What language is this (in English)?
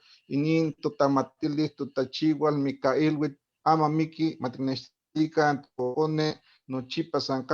Eastern Huasteca Nahuatl